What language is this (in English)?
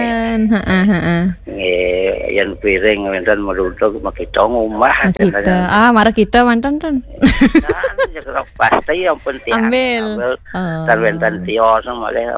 Balinese